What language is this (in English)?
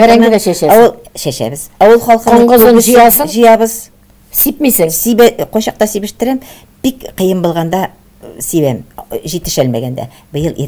Tatar